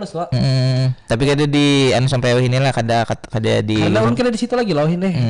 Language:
Banjar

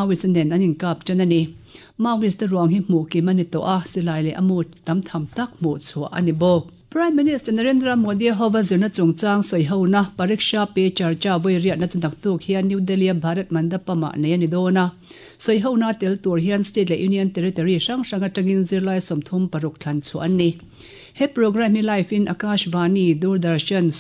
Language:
Mizo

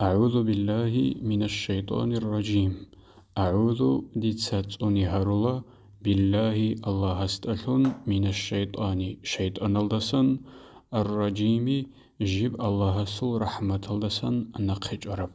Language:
Avaric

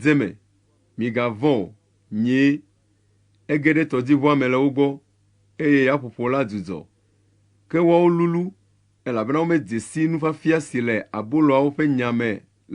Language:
Ewe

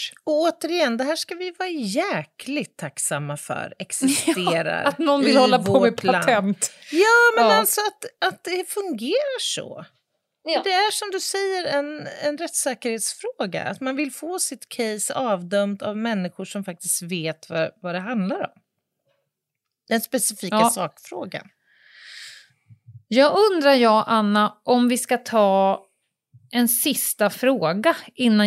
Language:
Swedish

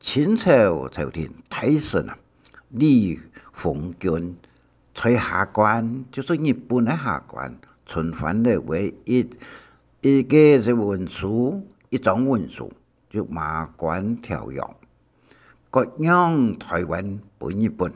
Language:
Hakka Chinese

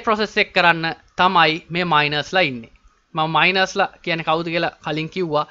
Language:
Sinhala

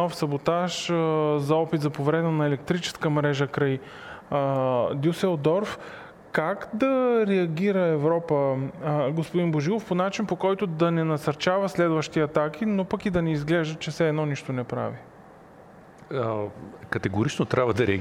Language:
Bulgarian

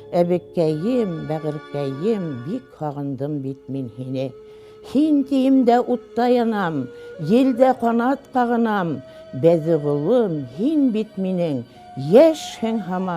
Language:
Bashkir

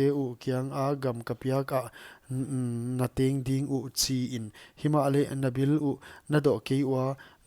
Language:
Paite Chin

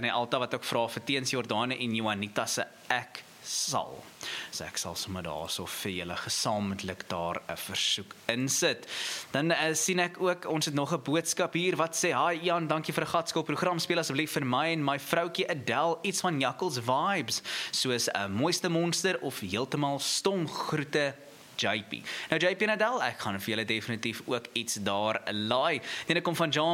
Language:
Afrikaans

